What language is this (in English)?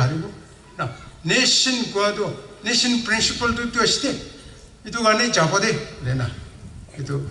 Naga Pidgin